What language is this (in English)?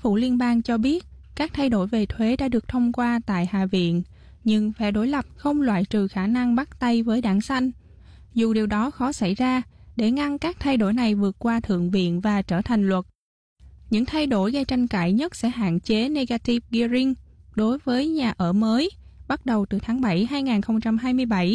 Vietnamese